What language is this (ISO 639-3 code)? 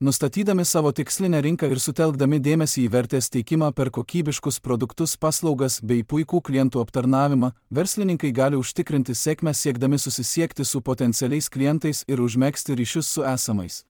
lit